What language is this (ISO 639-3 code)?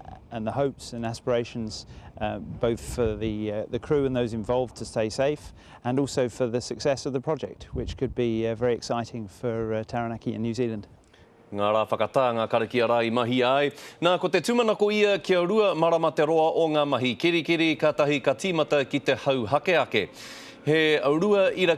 mri